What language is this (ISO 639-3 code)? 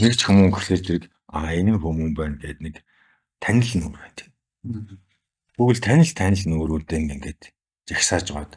mon